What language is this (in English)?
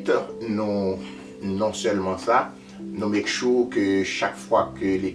Haitian Creole